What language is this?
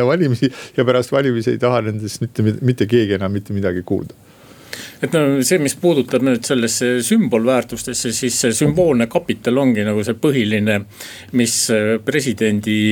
Estonian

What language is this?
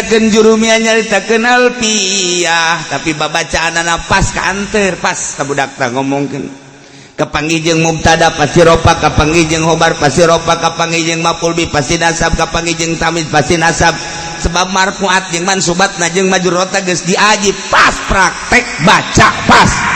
Sundanese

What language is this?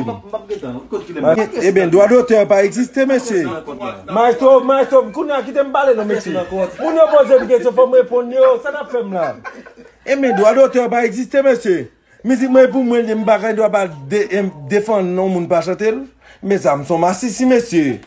Haitian Creole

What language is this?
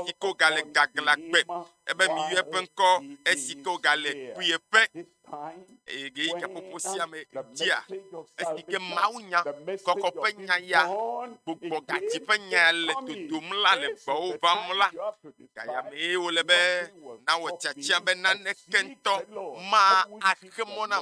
Ewe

